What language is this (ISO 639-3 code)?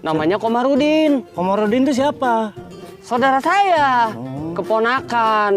bew